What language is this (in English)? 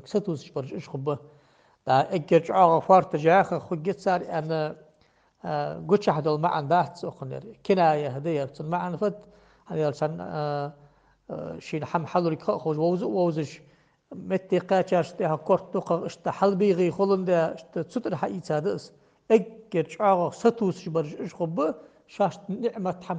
Ingush